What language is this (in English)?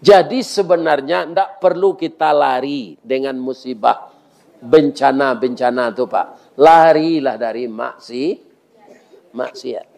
Minangkabau